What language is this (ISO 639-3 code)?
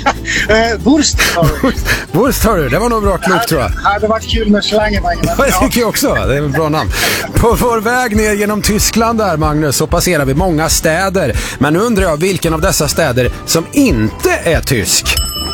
swe